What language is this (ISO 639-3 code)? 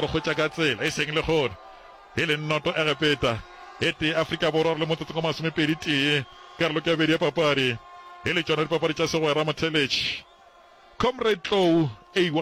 nso